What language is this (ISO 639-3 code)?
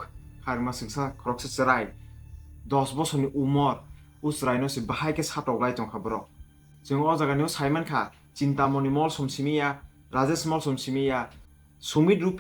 trp